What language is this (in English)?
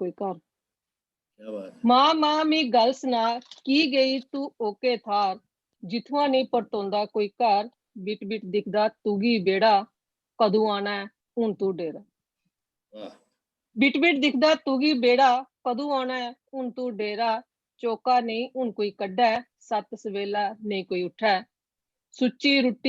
Dogri